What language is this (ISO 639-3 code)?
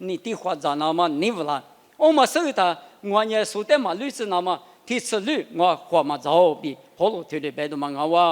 lis